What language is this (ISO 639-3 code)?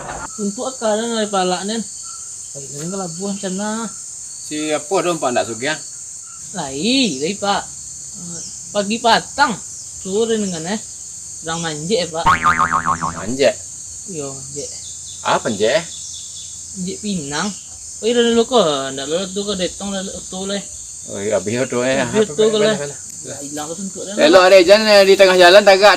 min